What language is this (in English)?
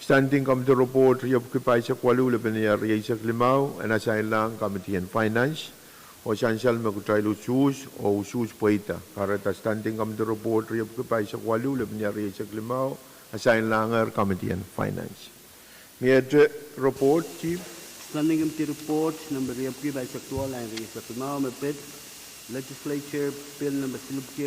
Pohnpeian